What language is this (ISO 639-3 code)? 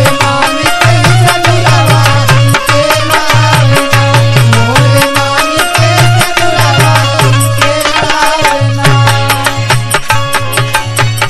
bho